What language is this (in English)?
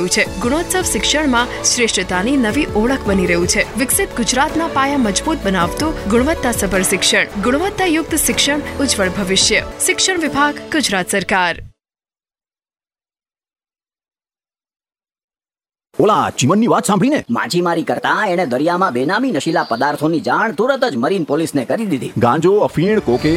Gujarati